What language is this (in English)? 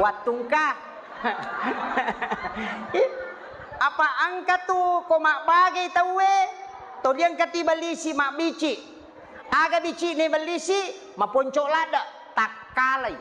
Buginese